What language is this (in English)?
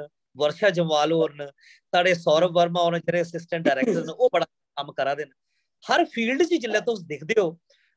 Dogri